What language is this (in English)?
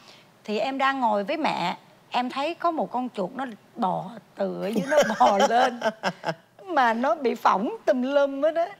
Vietnamese